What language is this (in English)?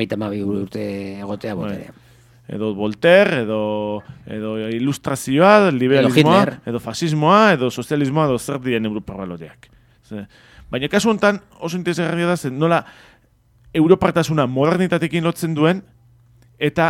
Basque